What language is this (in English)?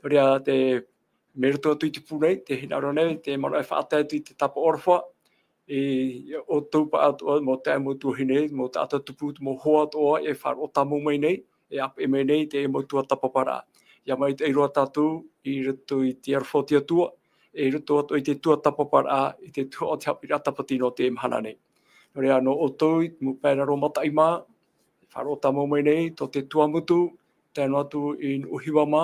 Tahitian